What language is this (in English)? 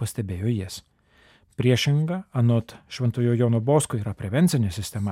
Lithuanian